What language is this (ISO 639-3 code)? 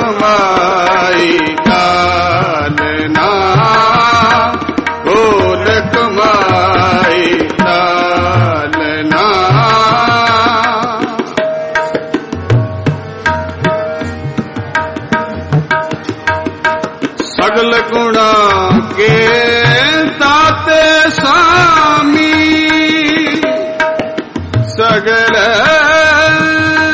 pan